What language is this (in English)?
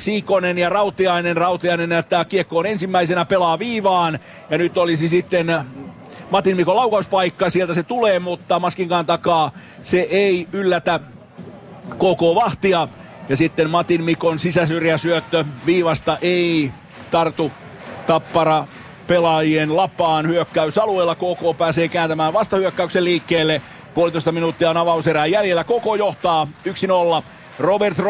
Finnish